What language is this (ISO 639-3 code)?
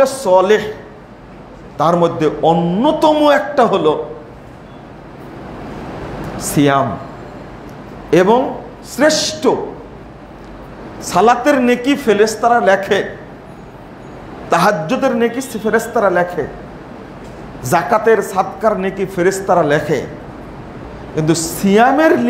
ben